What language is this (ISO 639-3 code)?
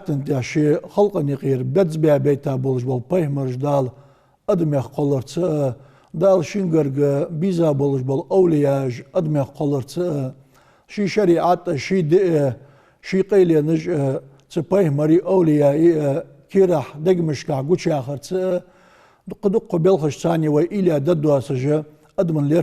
inh